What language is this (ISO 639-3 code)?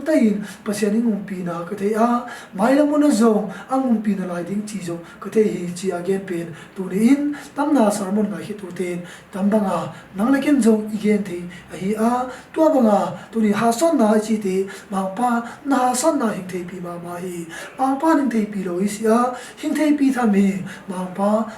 ctd